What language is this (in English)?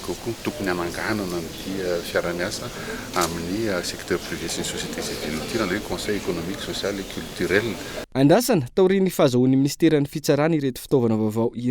Malagasy